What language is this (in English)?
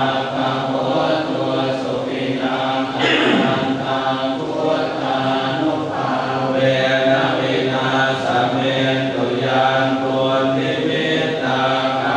Pali